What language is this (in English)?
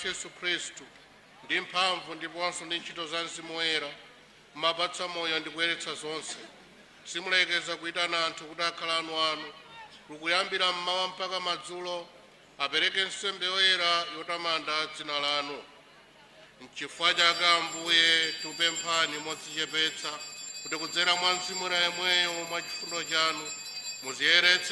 Nyanja